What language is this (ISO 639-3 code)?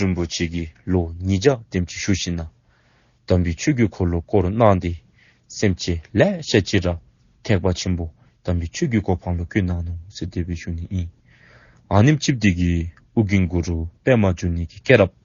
dzo